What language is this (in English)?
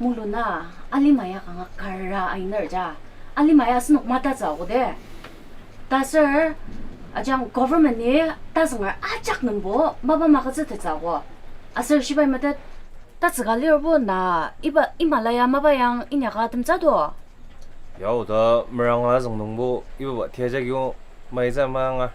Ao Naga